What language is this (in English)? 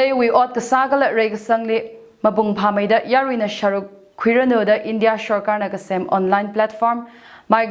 Tangkhul Naga (India)